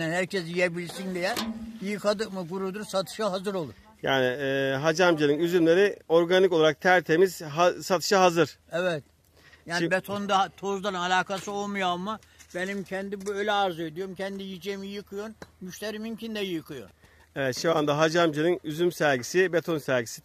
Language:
Turkish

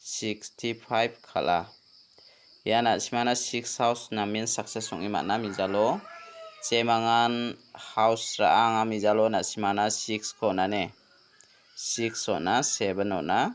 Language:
Garo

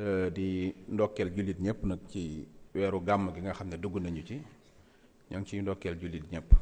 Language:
Wolof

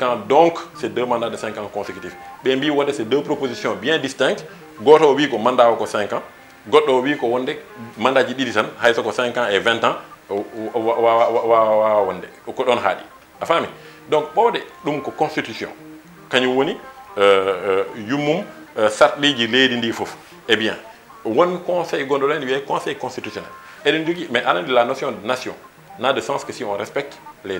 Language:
Fula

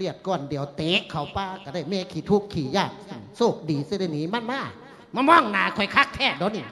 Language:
Lao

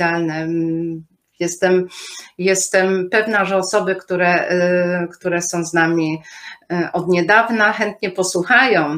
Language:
Polish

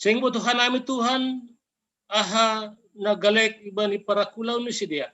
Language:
Batak Simalungun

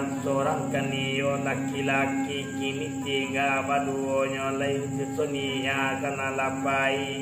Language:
Minangkabau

